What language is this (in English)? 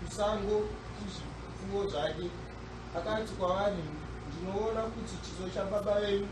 Shona